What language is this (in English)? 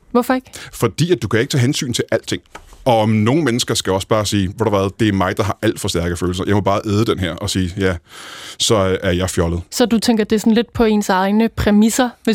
Danish